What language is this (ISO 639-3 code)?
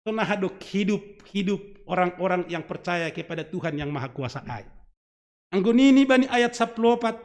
bts